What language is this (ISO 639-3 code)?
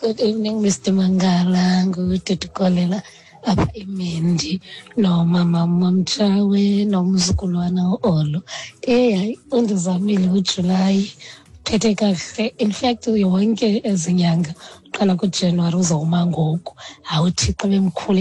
xho